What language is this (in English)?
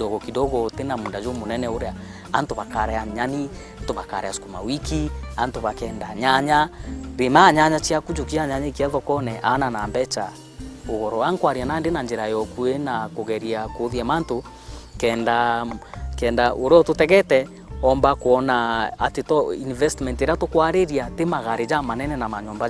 Meru